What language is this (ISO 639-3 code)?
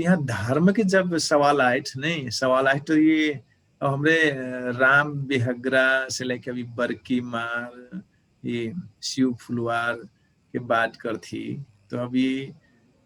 thl